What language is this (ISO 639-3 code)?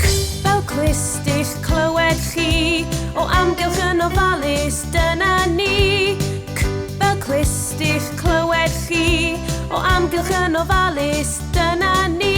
cym